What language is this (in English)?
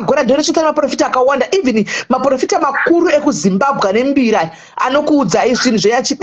Shona